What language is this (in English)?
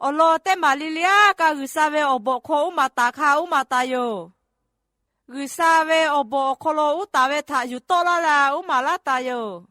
Lahu